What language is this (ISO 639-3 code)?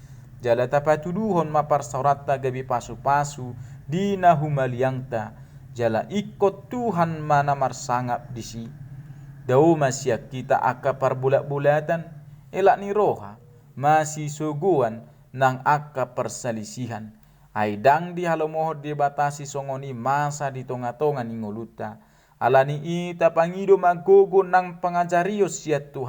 bbc